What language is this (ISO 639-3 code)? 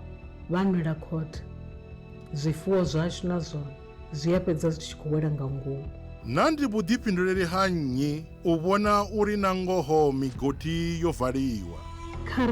ven